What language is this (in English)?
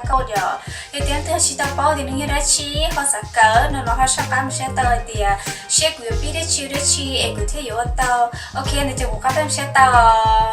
Hmong